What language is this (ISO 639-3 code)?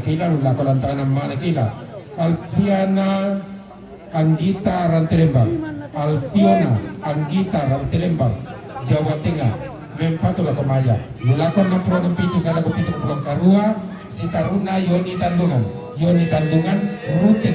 sda